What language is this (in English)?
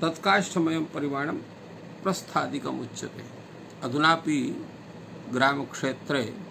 Sanskrit